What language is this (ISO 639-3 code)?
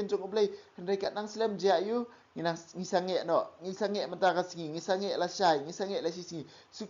kha